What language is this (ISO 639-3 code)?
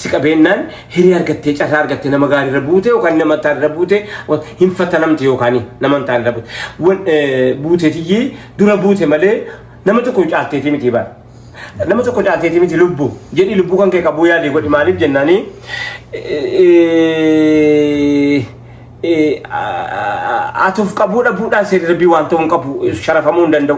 orm